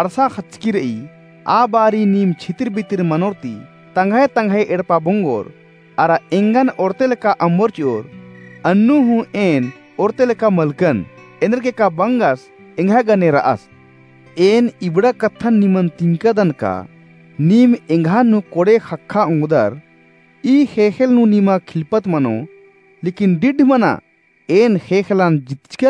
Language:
Kurukh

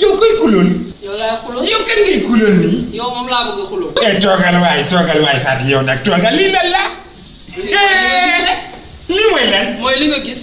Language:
Wolof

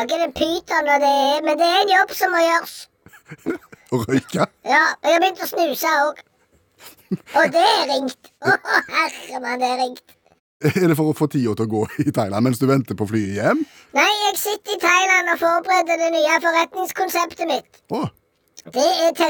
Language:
Norwegian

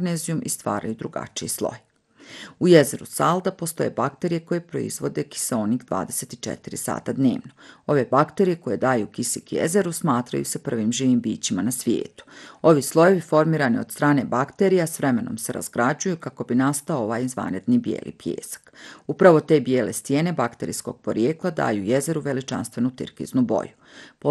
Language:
Bosnian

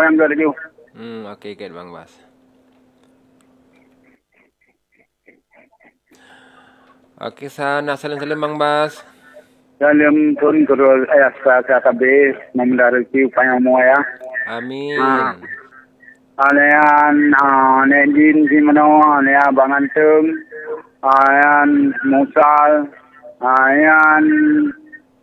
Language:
Malay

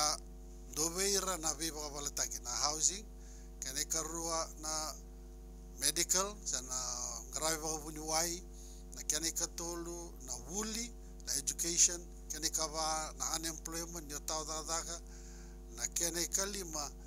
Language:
Fijian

